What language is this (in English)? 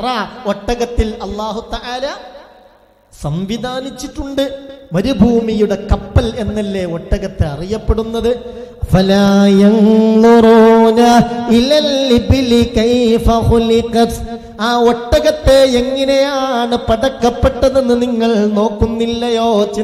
Malayalam